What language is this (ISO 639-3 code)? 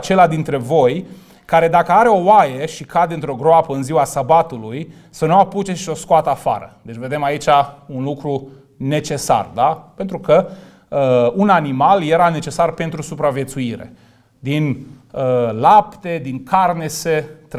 ron